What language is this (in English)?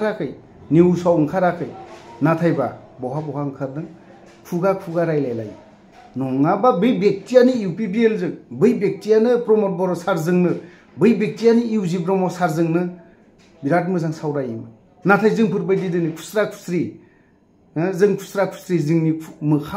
Bodo